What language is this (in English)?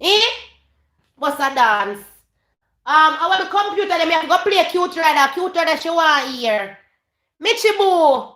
Jamaican Creole English